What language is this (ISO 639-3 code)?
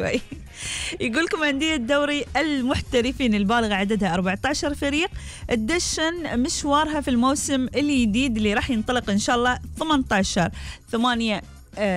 afb